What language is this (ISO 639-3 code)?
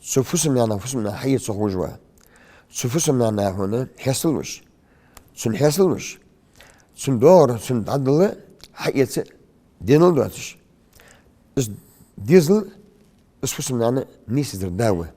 inh